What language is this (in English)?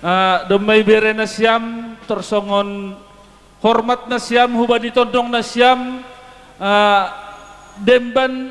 Batak Simalungun